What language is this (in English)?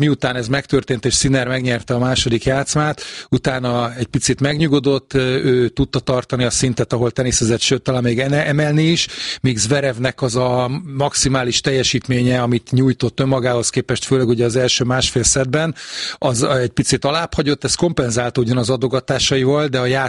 Hungarian